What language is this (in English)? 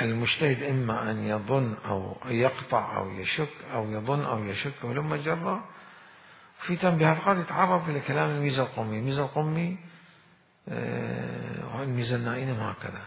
Mesopotamian Arabic